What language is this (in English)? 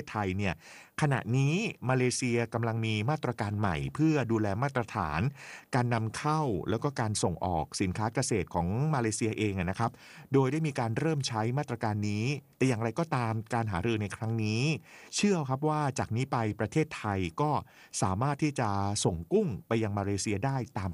Thai